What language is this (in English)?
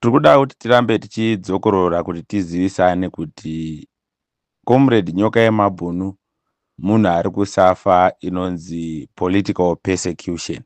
Shona